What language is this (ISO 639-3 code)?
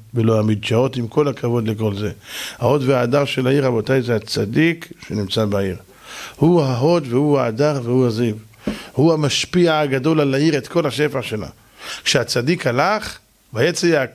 heb